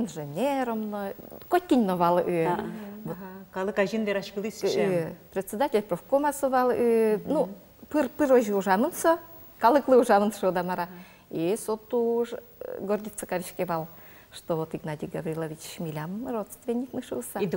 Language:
Udmurt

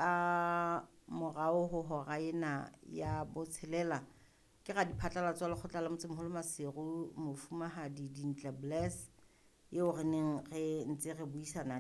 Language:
Southern Sotho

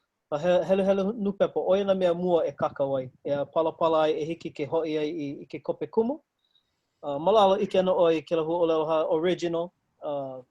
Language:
Hawaiian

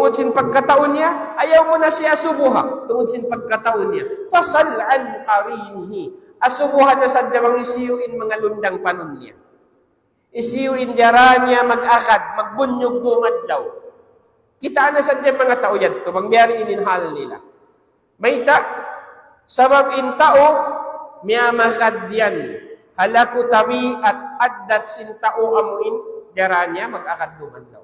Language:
Tausug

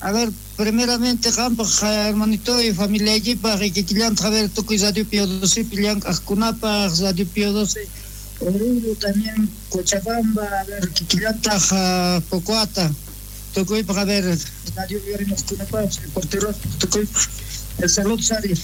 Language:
South Bolivian Quechua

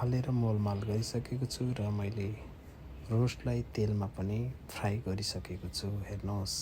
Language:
Nepali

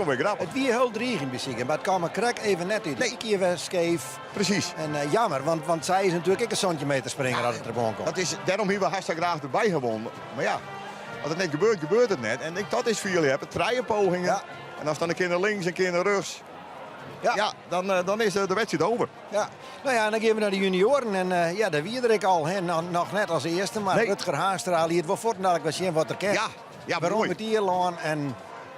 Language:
Western Frisian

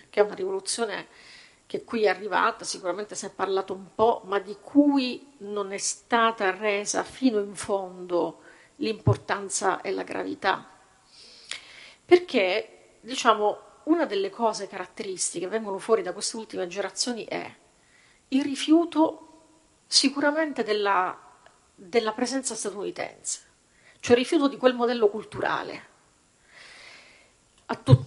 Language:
Italian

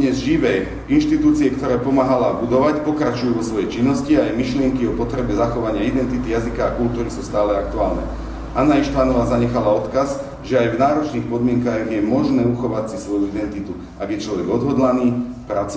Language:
Slovak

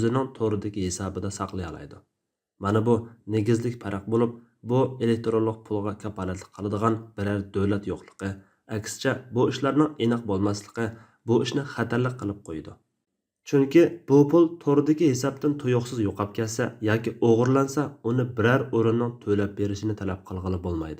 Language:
Uyghur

